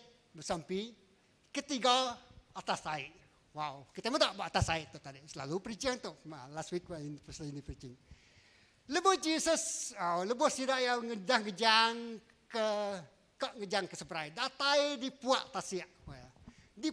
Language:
Iban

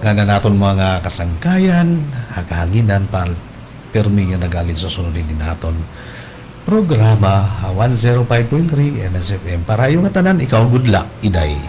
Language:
Waray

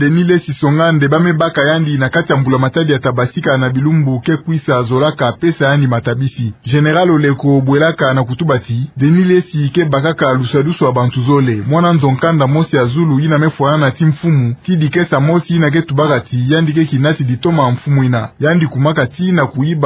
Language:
Kituba (Democratic Republic of Congo)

